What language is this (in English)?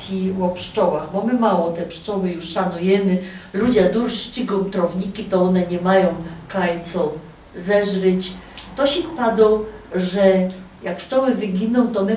Silesian